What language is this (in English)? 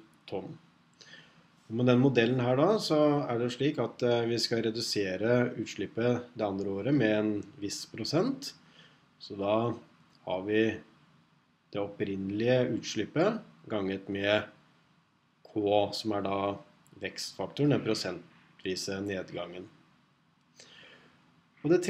Norwegian